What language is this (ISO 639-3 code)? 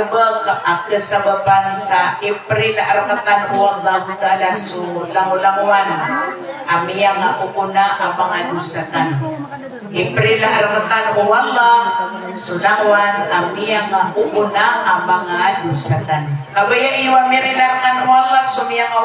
mrw